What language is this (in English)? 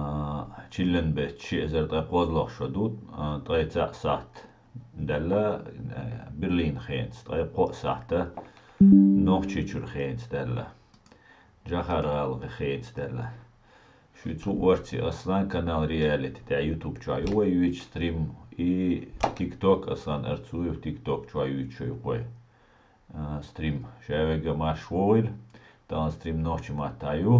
Chechen